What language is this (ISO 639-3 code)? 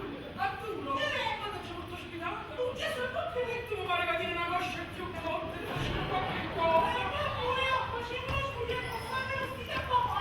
nap